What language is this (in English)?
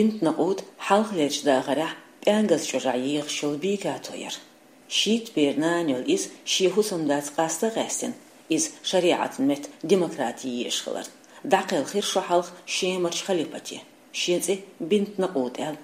Chechen